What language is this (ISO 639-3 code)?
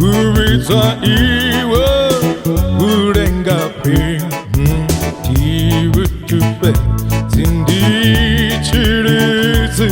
ven